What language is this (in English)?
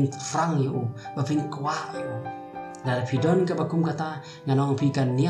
Khasi